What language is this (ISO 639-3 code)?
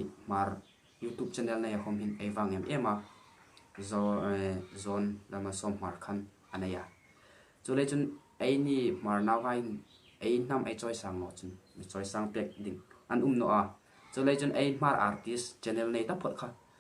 hmr